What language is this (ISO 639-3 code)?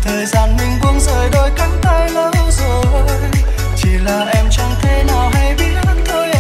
vie